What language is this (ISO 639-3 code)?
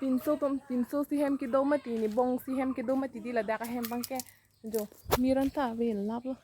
mjw